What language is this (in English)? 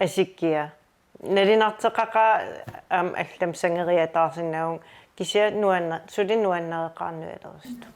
Kalaallisut